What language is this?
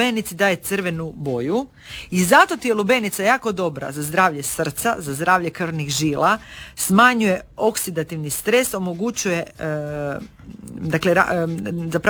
Croatian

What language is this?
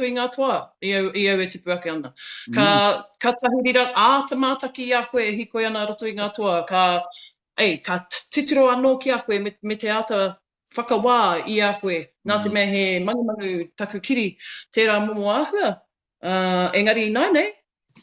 Māori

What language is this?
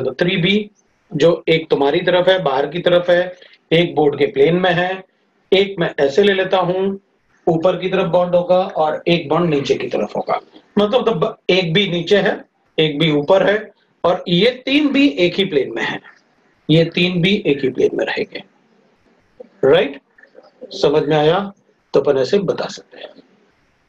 Hindi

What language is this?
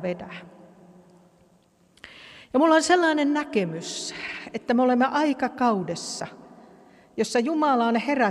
Finnish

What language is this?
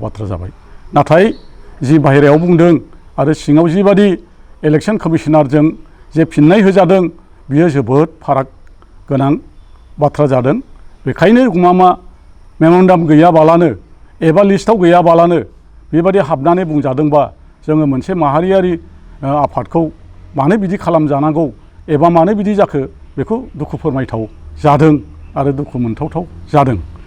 Bodo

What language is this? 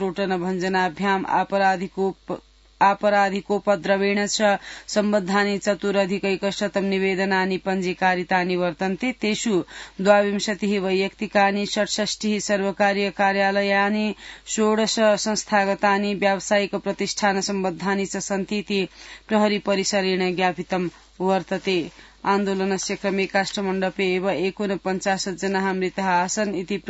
Sanskrit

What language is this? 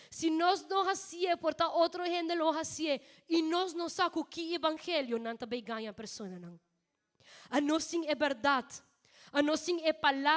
Papiamento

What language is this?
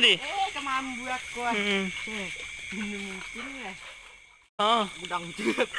Minangkabau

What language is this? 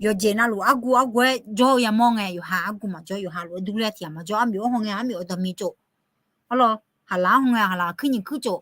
Akha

